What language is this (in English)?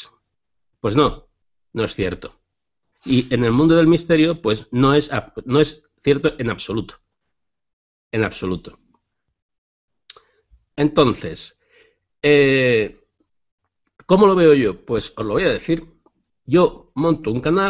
Spanish